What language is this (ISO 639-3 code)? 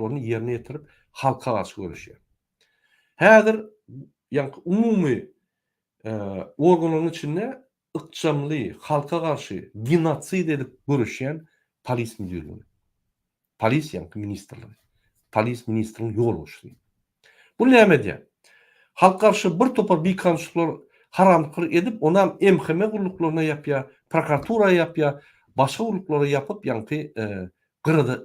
tuk